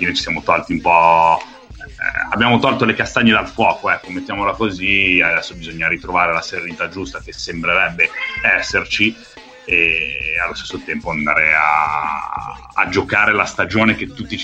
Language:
Italian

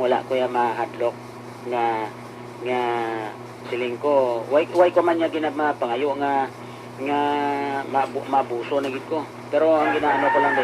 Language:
Hiligaynon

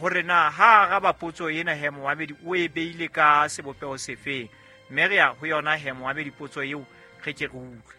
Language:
Southern Sotho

